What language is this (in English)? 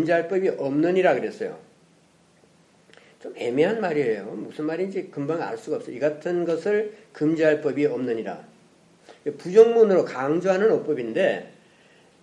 Korean